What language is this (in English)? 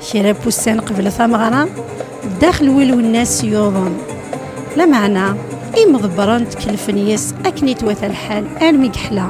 Kabyle